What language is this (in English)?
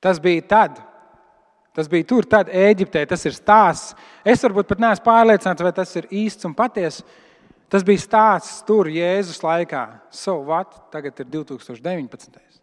Latvian